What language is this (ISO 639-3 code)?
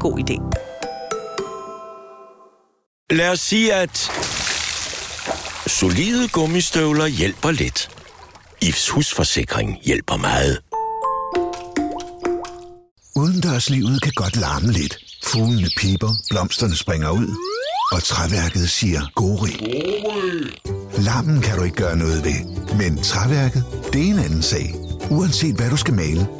dan